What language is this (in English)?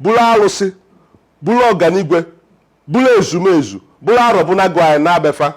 Igbo